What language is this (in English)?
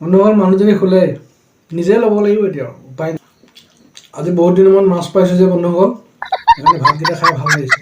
Assamese